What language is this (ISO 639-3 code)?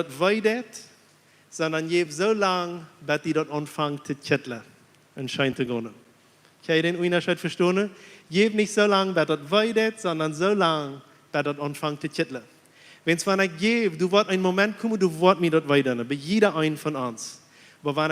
pdt